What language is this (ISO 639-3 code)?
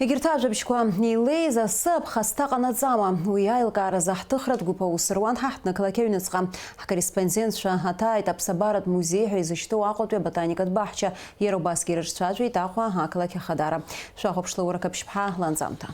abk